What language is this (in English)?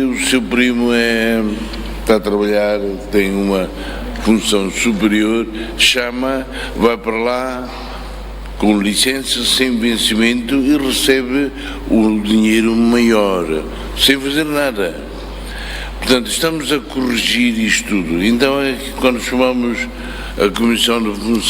Tetum